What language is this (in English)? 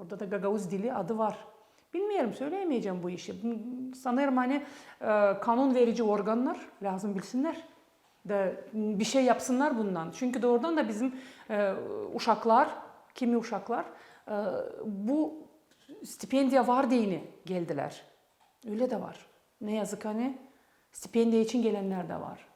Gagauz